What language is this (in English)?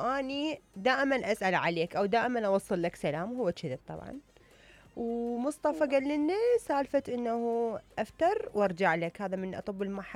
Mesopotamian Arabic